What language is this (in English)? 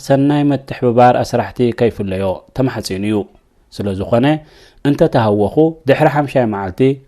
Tigrinya